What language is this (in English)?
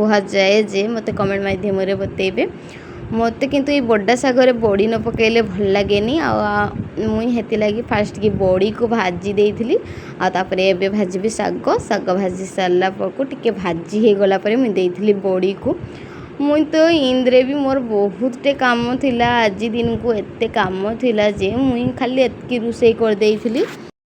Odia